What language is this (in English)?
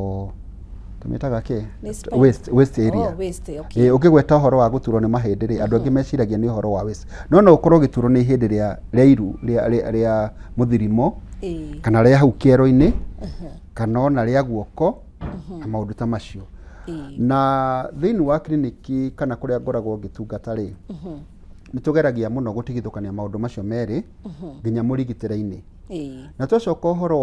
Kikuyu